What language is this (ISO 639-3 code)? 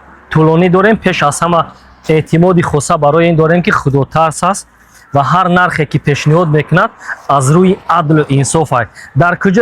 tgk